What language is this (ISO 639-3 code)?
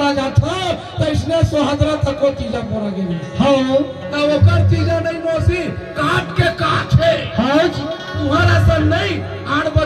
hne